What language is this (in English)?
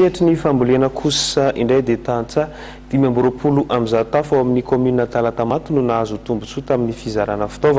Malagasy